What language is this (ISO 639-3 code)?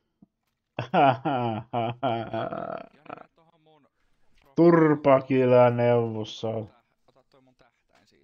fin